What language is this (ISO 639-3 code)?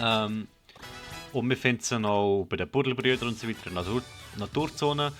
gsw